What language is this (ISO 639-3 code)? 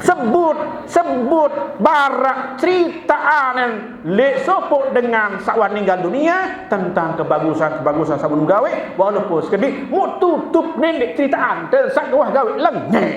sas